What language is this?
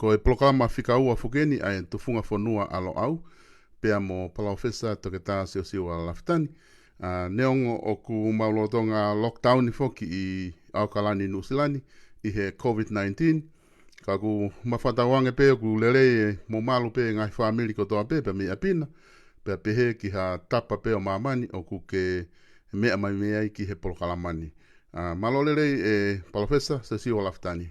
Tongan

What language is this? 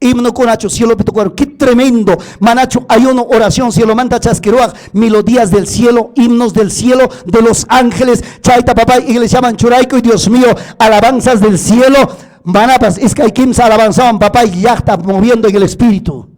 Ayacucho Quechua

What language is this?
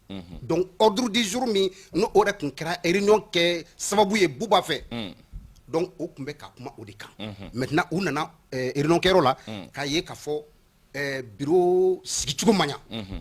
Bambara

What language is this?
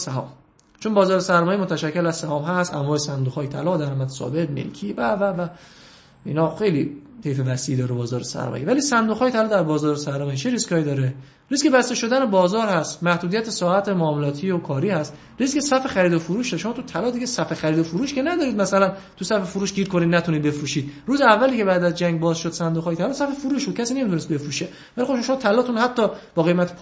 Persian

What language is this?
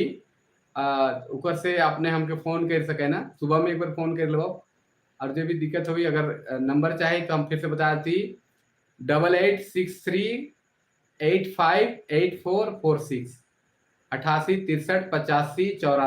Sadri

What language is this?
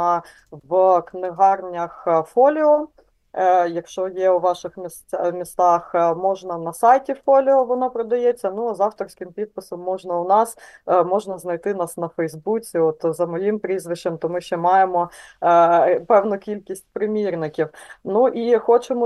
Ukrainian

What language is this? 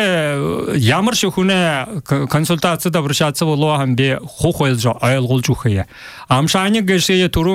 Buriat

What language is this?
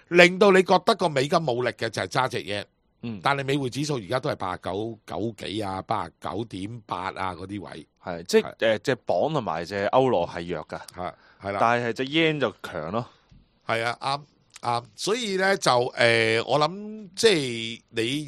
Cantonese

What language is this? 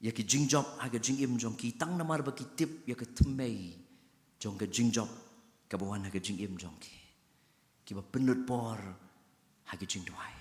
Khasi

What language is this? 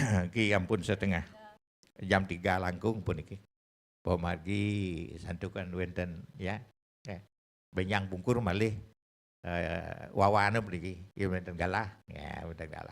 Balinese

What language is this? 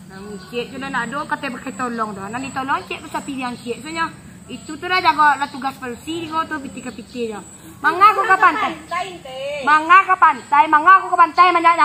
Minangkabau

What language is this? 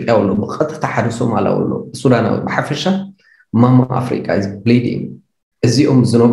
Tigrinya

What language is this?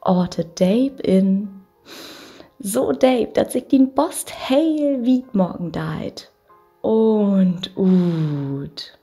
Low German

